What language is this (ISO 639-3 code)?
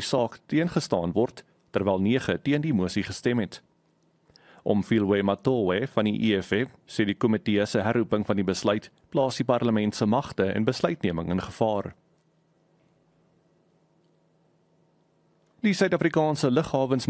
afr